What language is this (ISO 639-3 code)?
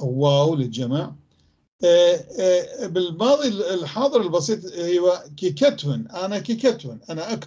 apc